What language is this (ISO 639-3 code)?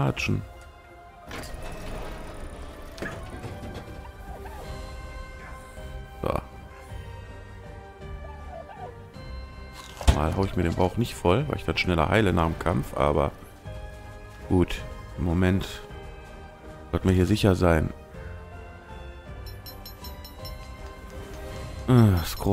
deu